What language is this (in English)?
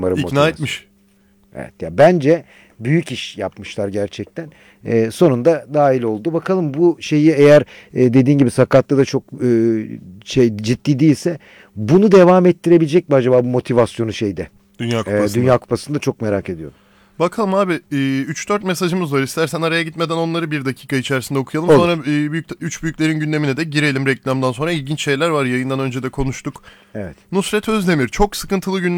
Turkish